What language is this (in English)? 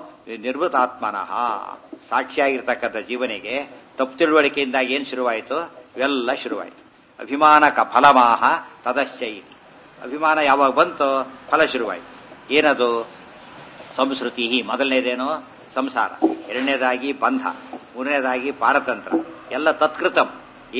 Kannada